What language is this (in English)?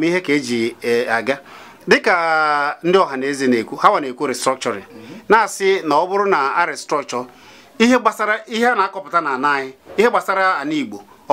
Igbo